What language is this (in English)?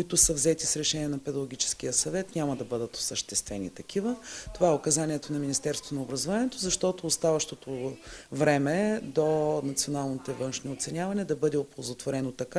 Bulgarian